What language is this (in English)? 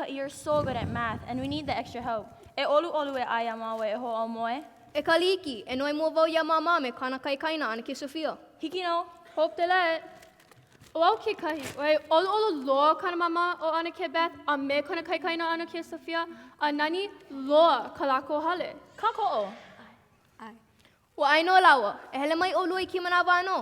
Hawaiian